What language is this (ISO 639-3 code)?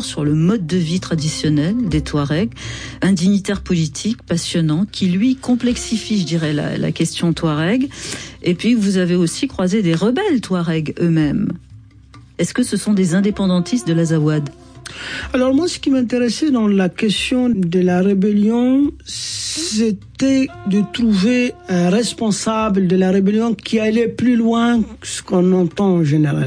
fra